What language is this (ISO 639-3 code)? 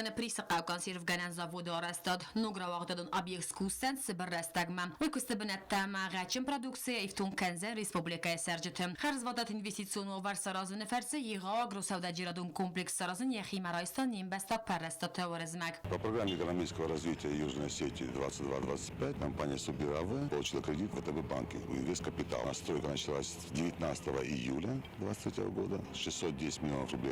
oss